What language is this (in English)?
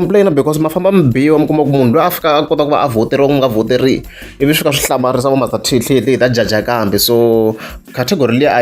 Tsonga